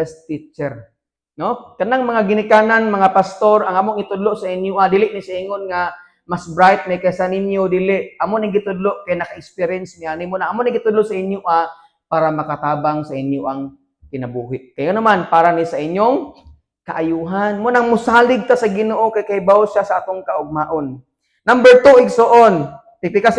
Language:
Cebuano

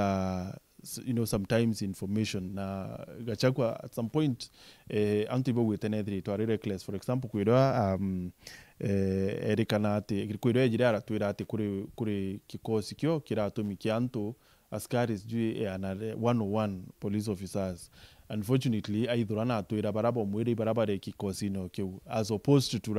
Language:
Meru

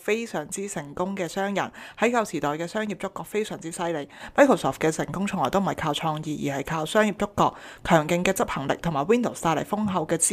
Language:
Cantonese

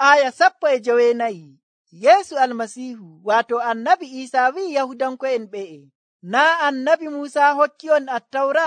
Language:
Nigerian Fulfulde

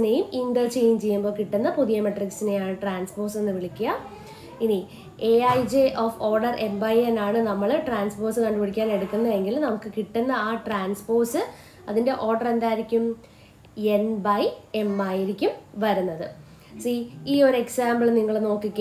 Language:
Malayalam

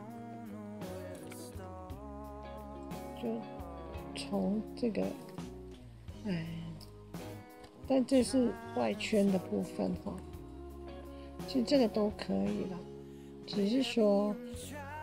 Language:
Chinese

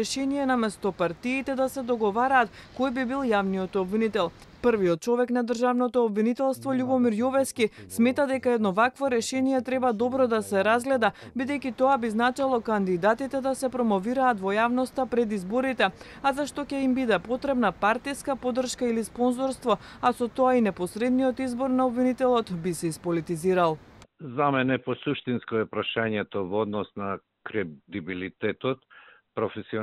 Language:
Macedonian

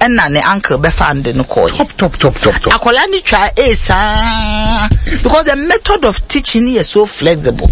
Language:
Akan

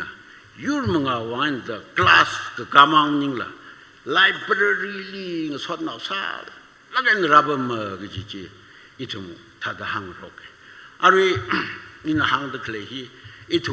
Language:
Tangkhul Naga (India)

